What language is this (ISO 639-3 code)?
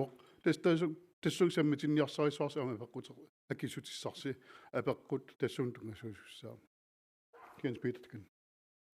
kal